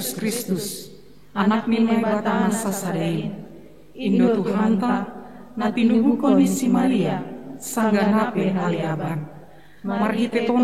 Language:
Batak Simalungun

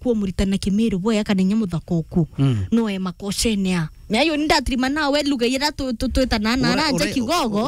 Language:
Meru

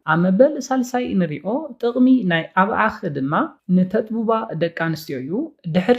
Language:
Tigrinya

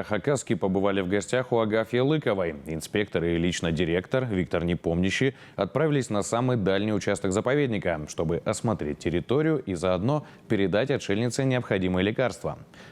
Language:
Khakas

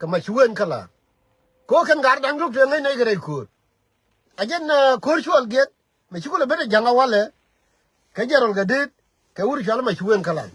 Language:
Nuer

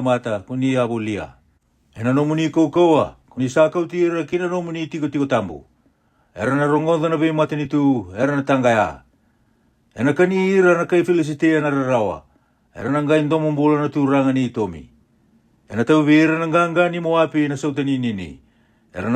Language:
Fijian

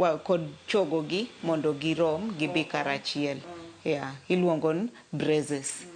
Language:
Luo (Kenya and Tanzania)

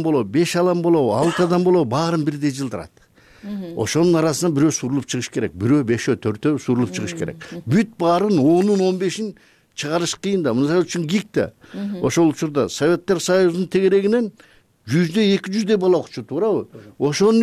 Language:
Kyrgyz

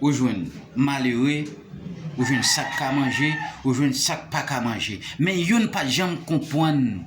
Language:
Haitian Creole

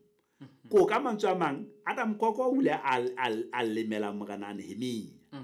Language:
Southern Sotho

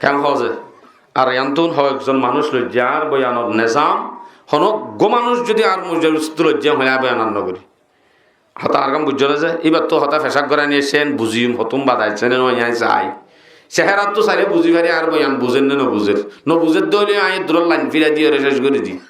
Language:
Rohingya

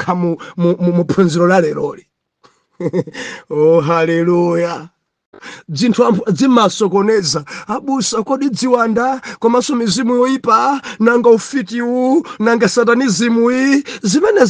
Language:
Nyanja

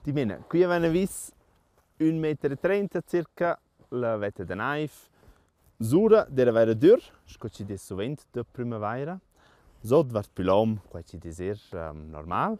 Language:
Romansh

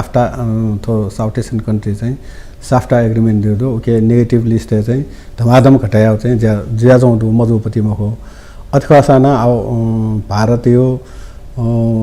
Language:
Newari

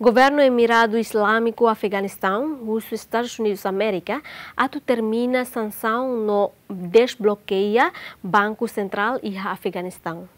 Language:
Tetum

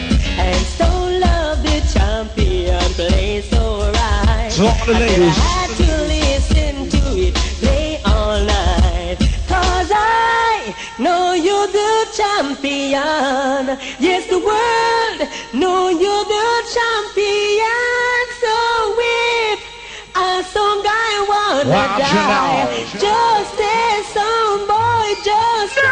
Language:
Jamaican Creole English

